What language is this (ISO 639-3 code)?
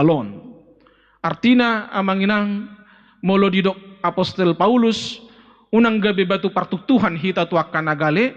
bbc